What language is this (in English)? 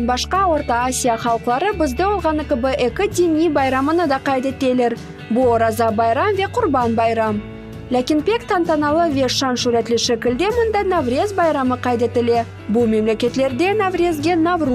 Crimean Tatar